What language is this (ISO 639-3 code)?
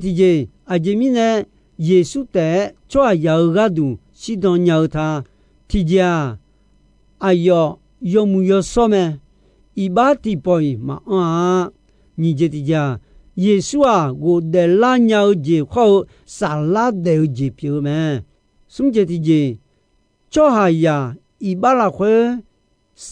ahk